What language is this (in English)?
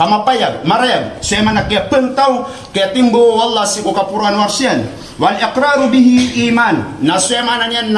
Maranao